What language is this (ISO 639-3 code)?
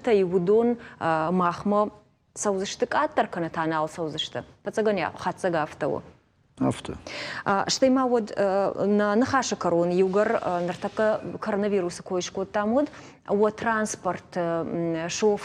oss